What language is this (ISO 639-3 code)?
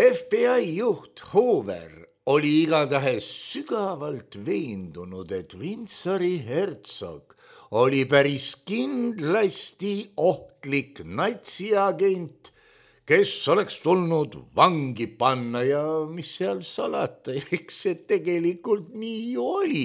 est